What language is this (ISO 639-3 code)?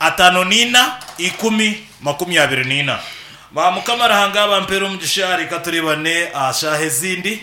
nyn